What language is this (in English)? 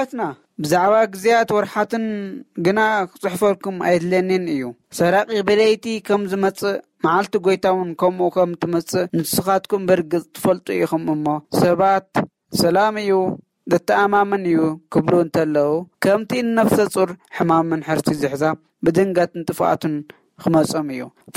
Tigrinya